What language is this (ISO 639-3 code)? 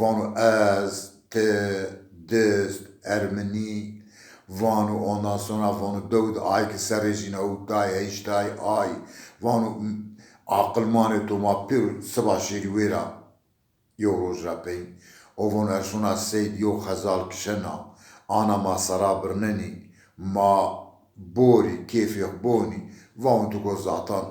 zza